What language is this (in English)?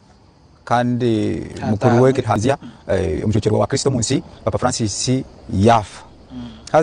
Nyankole